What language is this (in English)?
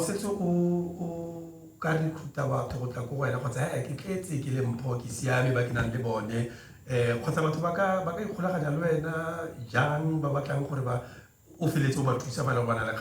Tswana